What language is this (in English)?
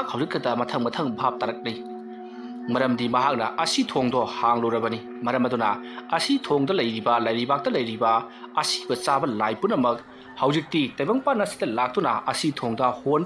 Manipuri